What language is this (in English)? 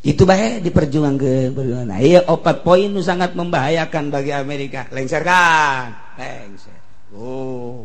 Sundanese